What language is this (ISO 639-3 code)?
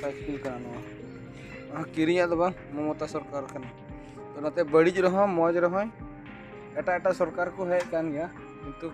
sat